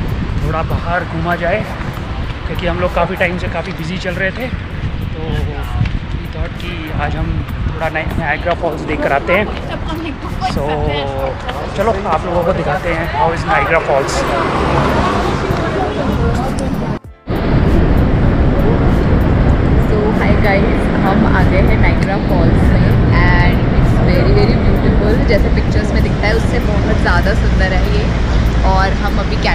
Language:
Hindi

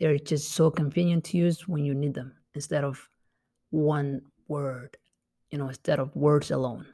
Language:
English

